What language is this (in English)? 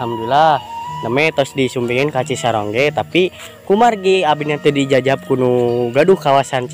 Sundanese